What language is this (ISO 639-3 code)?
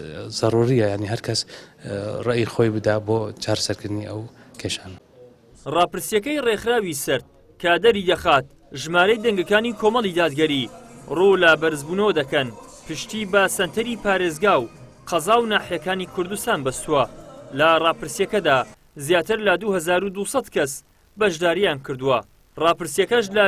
ckb